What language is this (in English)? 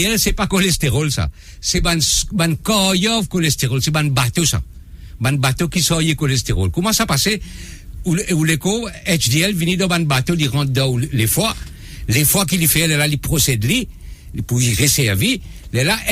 Morisyen